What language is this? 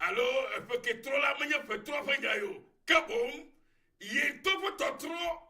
Ewe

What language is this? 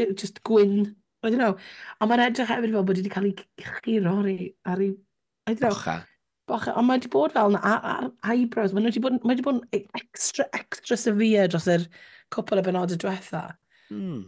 Welsh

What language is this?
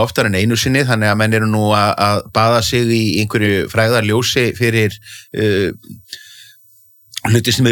Icelandic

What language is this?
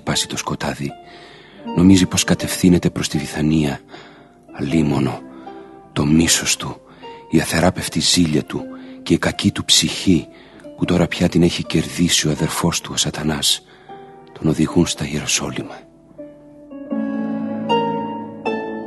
Greek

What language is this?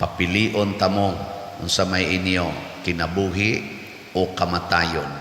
Cebuano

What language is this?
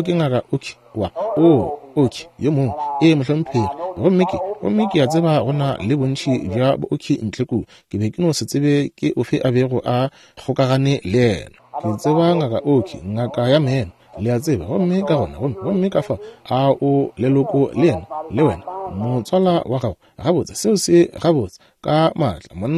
Northern Sotho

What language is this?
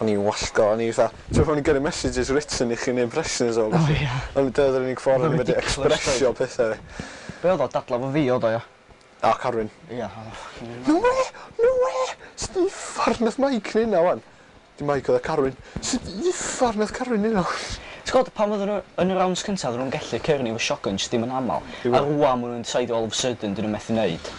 Welsh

